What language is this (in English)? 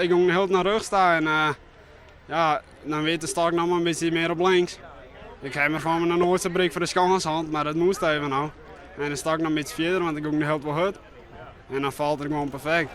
Western Frisian